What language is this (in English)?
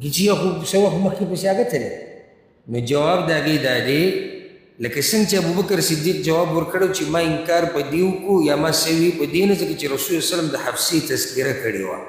Pashto